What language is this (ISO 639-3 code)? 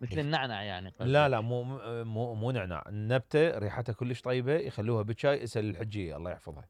acm